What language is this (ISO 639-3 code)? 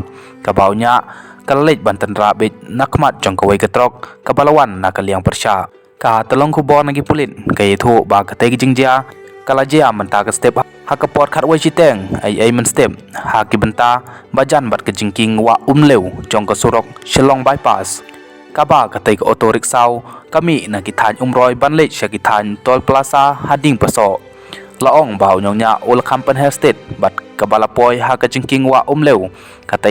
kha